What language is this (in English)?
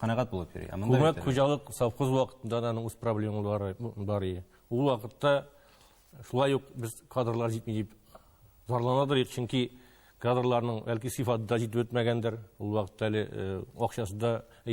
Tatar